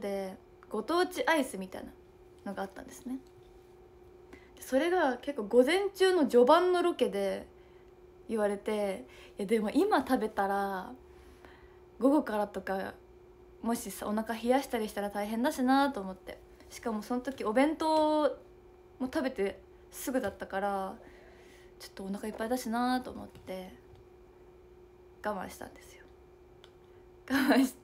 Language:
Japanese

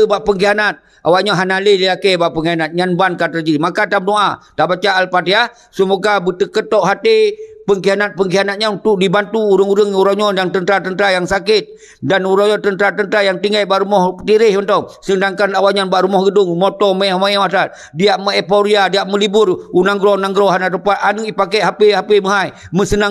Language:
Achinese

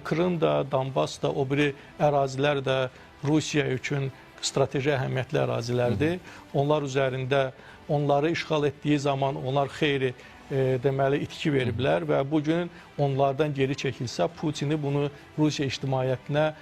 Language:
Azerbaijani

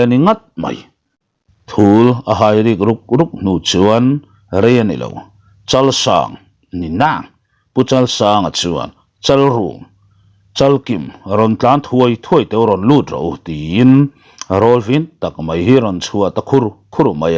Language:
Mizo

